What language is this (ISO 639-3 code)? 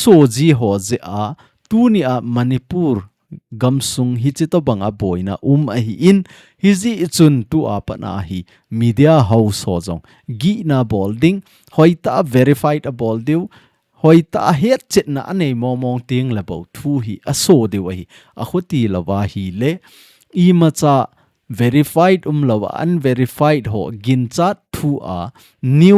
tcz